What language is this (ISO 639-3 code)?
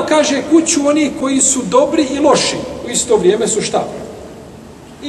bos